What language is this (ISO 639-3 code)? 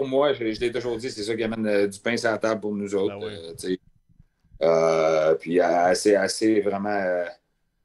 fra